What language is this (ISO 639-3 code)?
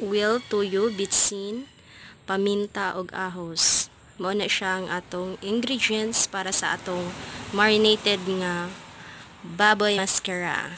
ceb